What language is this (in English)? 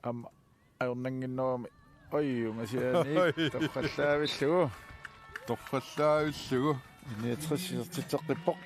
Kalaallisut